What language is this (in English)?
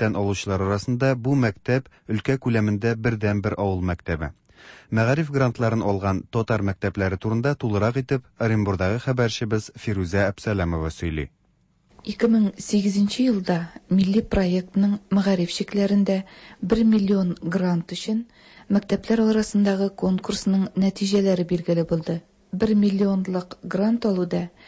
Tatar